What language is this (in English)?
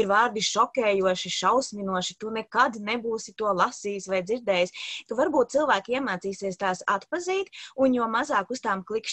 Latvian